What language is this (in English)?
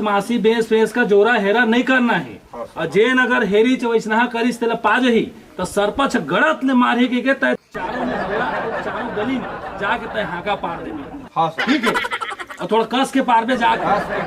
Chhattisgarhi